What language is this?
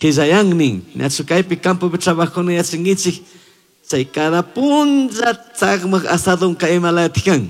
Chimborazo Highland Quichua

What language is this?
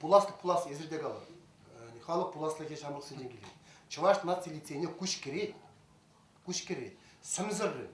Chuvash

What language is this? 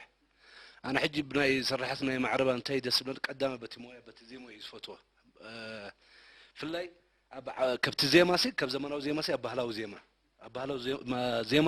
Tigrinya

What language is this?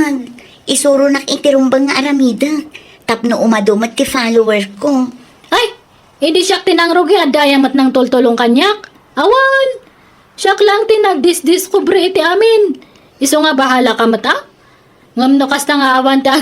Iloko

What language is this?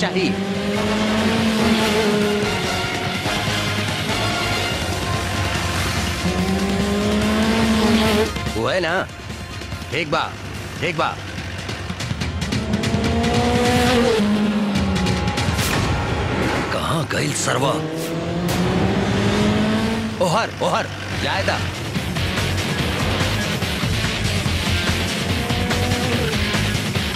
Bhojpuri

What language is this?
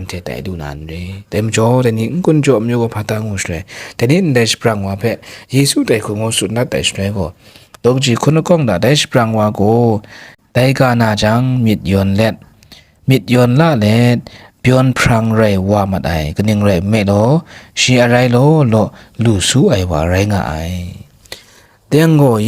Kachin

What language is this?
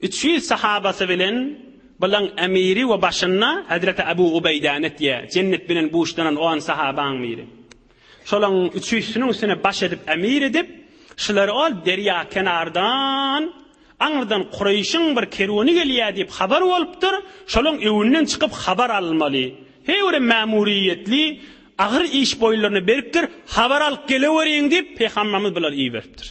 Turkmen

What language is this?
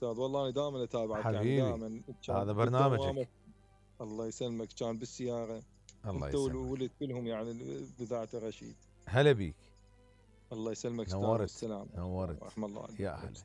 Mesopotamian Arabic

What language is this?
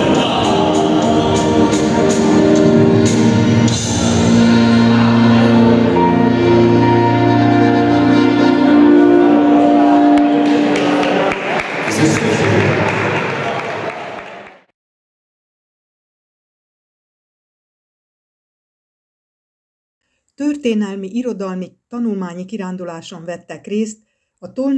Hungarian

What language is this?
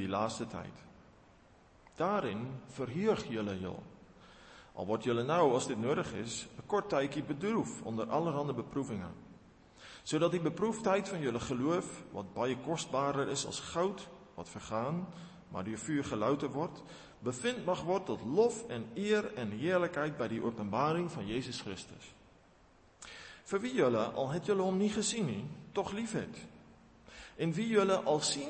Afrikaans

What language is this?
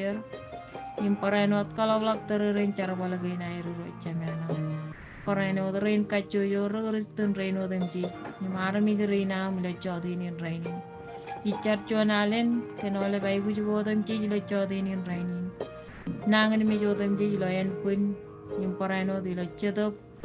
Marshallese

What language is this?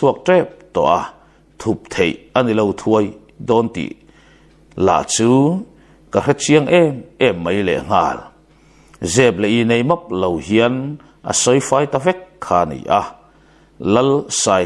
Mizo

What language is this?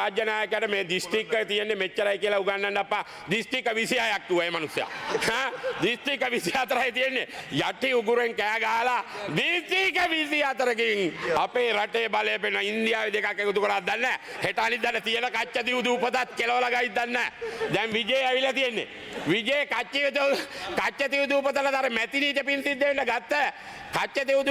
Sinhala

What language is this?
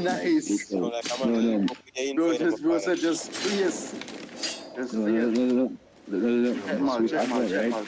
Jamaican Creole English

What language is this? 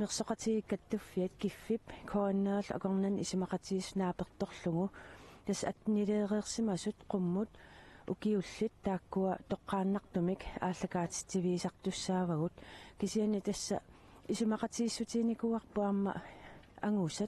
Kalaallisut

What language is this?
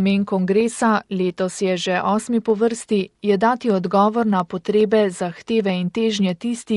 Slovenian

